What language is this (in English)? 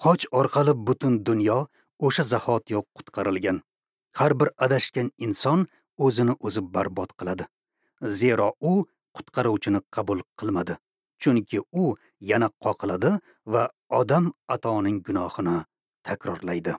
Uzbek